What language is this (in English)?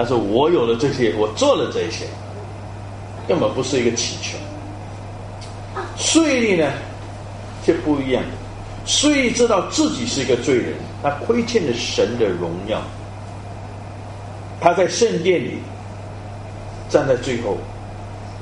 Chinese